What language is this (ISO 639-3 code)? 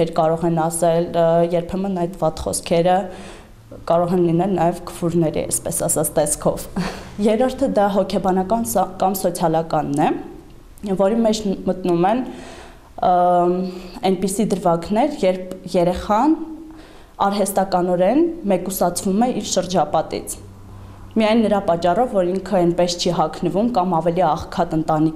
hye